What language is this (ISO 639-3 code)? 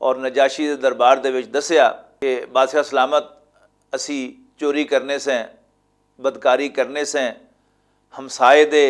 lah